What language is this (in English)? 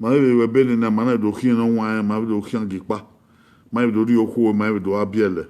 Bini